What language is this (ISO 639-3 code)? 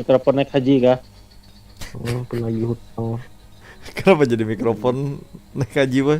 bjn